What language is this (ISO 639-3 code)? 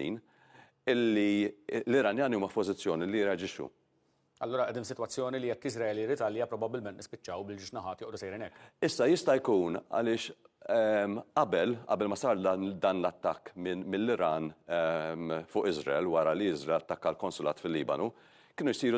mlt